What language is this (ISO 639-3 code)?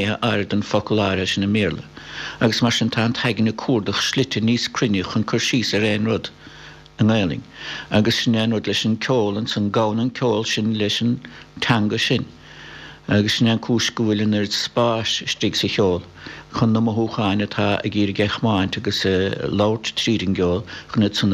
gle